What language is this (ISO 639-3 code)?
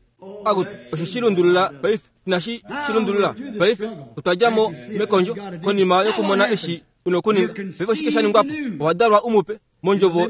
kua